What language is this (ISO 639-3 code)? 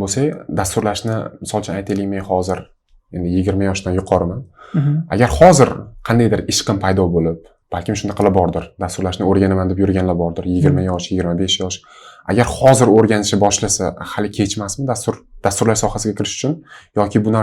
uzb